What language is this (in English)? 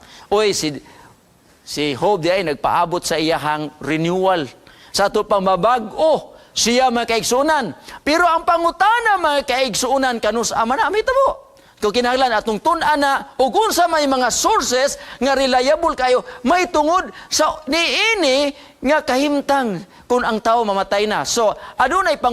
Cebuano